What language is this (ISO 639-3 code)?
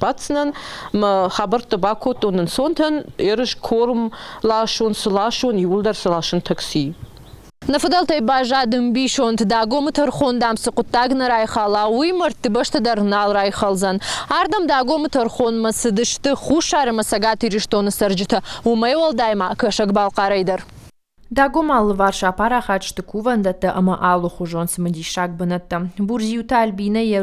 oss